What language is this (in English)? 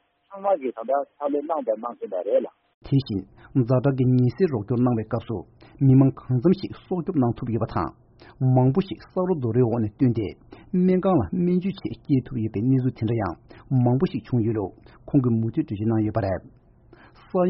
Tibetan